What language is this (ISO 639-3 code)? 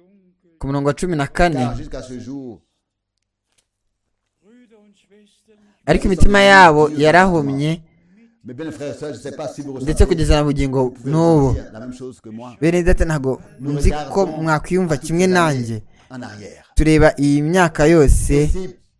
kin